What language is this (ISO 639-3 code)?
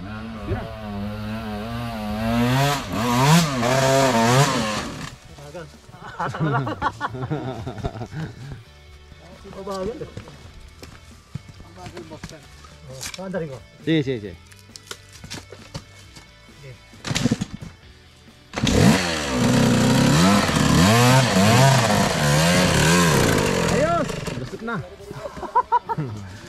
fil